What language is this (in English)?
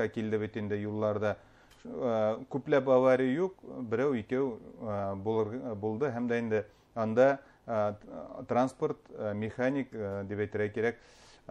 Bashkir